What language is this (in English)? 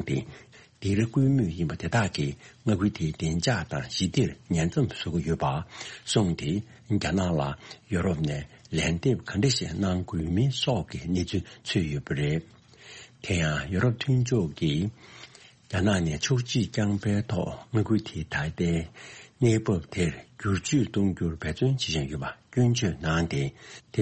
Tibetan